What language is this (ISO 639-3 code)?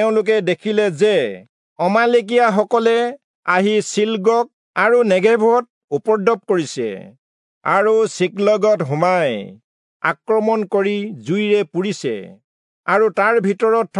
asm